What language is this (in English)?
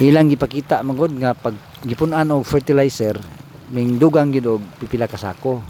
Cebuano